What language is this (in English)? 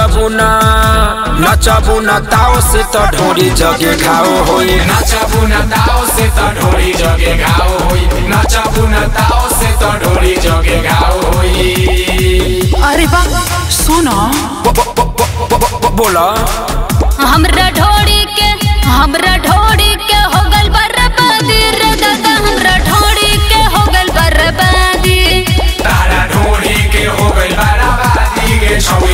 Bhojpuri